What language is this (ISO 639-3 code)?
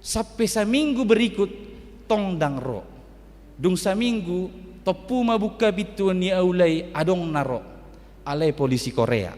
bbc